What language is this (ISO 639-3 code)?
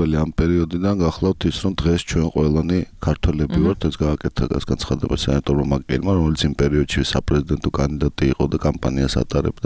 kat